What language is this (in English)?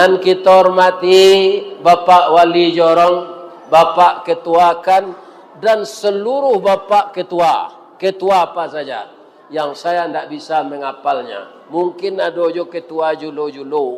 Minangkabau